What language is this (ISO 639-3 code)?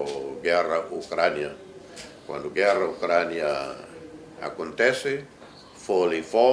tet